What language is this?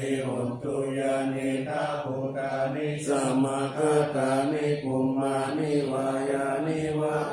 Pali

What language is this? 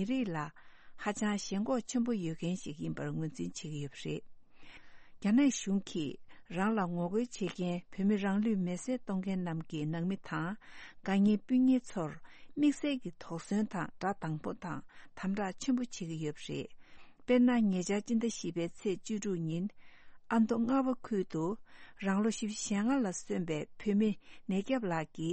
Tibetan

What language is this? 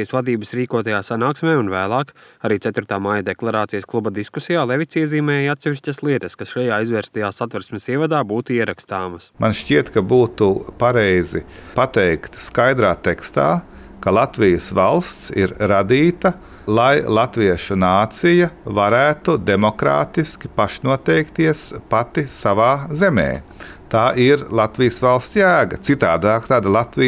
Latvian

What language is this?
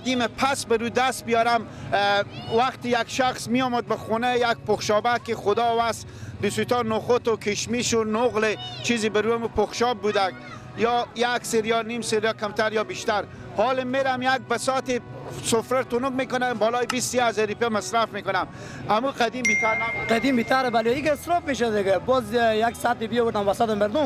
Persian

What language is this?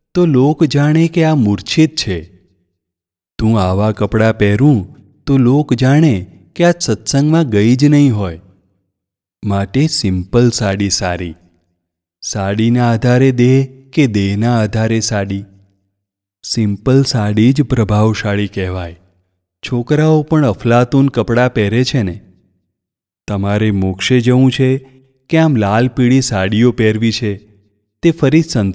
Gujarati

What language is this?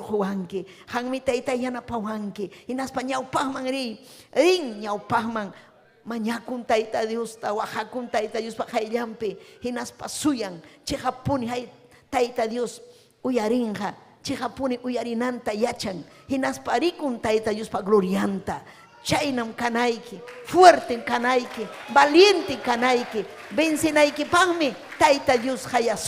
Ayacucho Quechua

